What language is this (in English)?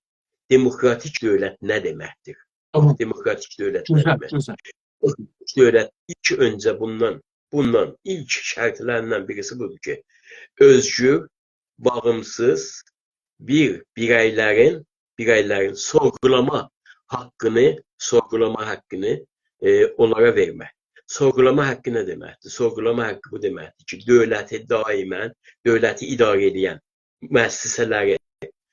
South Azerbaijani